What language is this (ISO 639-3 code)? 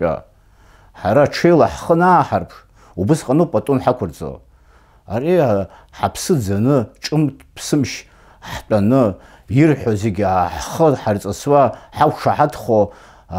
abk